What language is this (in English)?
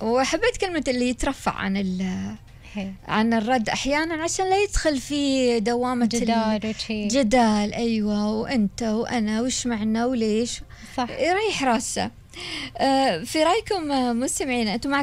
Gulf Arabic